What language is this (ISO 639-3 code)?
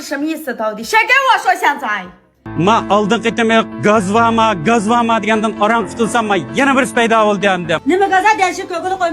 uig